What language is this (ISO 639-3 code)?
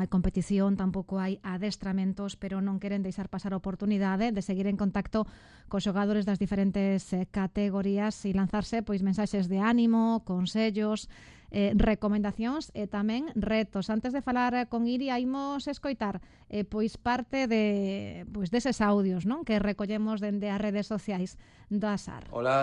glg